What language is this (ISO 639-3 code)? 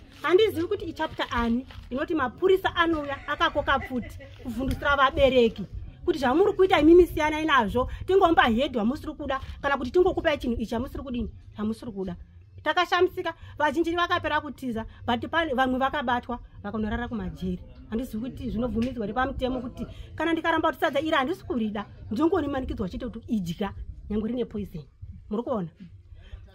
sna